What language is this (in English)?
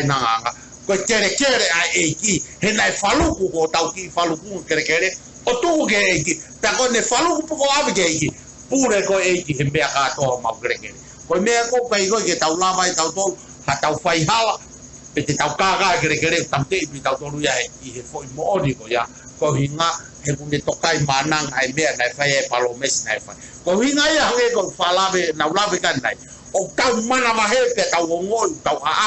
Tongan